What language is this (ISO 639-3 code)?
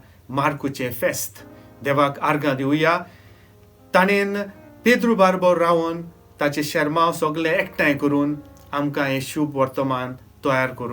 kok